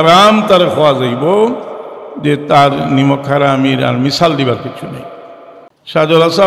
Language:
Sylheti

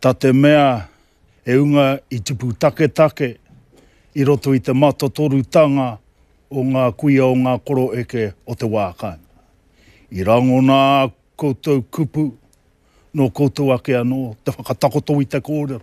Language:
Māori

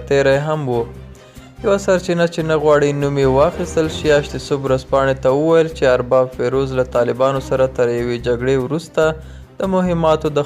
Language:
Pashto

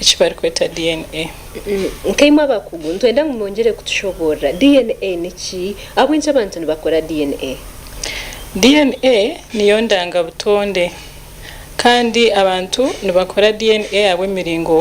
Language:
Nyankole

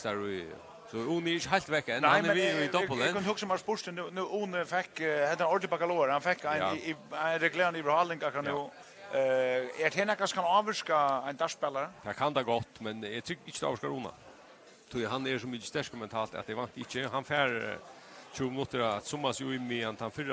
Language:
Faroese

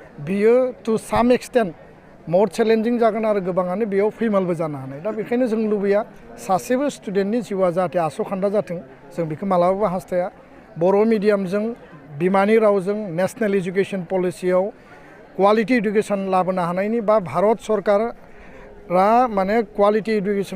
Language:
Bodo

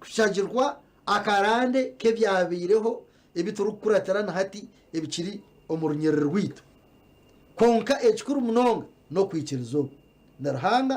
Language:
Nyankole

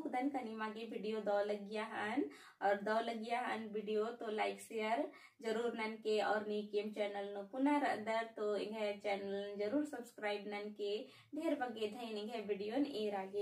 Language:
Kurukh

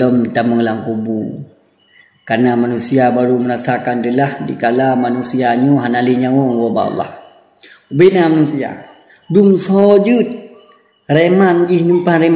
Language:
Achinese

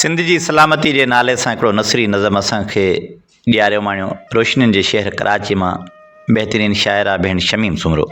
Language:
Sindhi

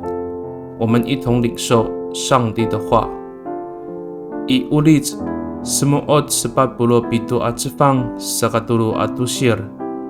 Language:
Amis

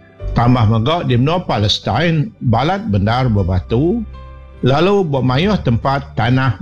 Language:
Iban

